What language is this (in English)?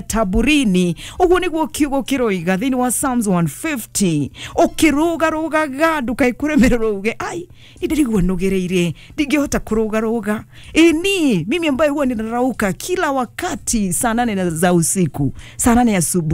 Kikuyu